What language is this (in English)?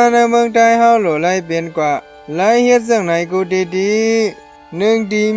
Shan